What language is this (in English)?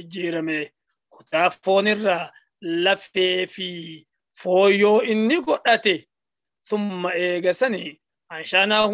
Oromo